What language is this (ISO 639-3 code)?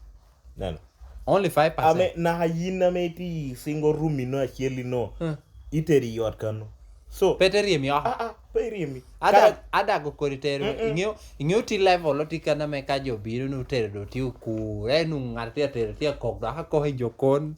laj